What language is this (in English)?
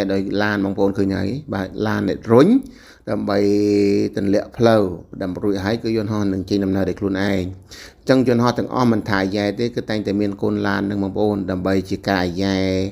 Khmer